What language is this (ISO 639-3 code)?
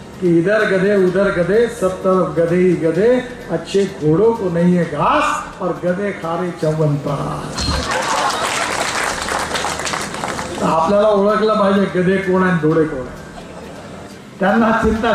mar